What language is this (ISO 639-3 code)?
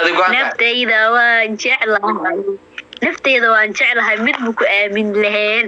som